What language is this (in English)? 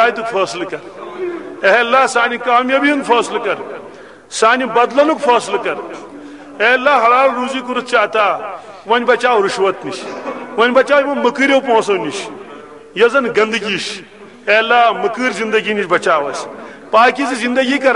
Kashmiri